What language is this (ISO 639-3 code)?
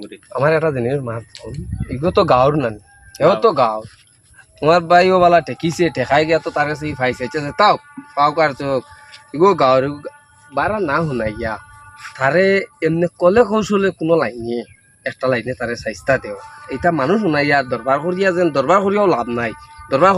syl